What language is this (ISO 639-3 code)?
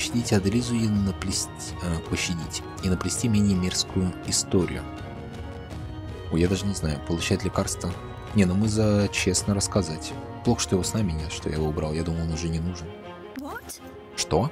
rus